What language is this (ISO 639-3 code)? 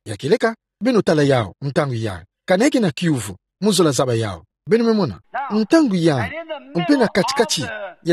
ktu